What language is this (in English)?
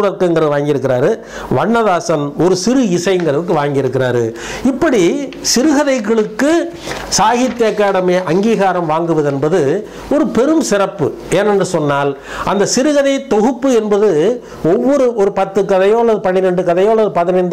Tamil